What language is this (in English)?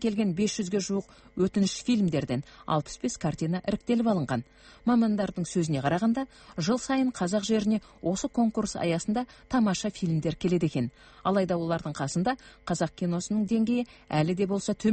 Kazakh